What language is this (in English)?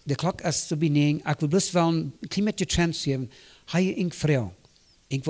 Plautdietsch